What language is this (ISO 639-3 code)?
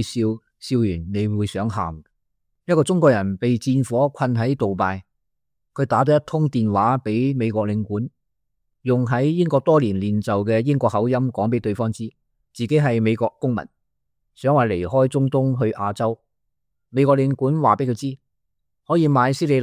yue